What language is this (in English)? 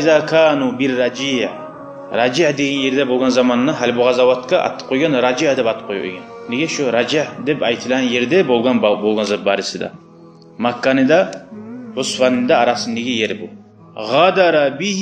Kumyk